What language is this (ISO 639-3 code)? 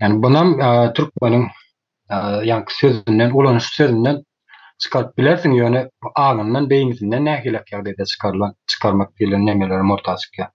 tuk